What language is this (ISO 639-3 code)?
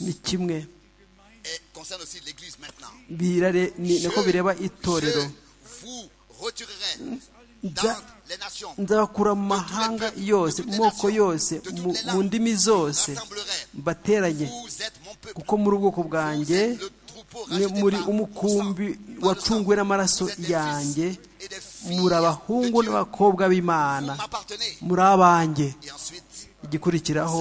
kin